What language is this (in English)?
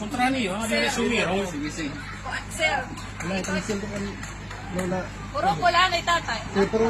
Waray